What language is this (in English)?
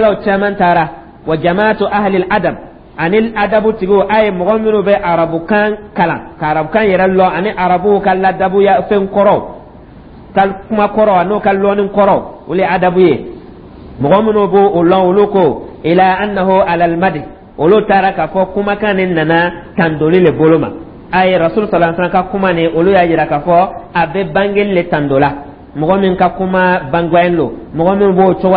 Dyula